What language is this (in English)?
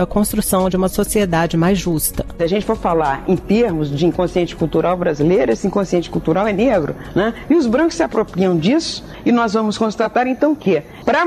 Portuguese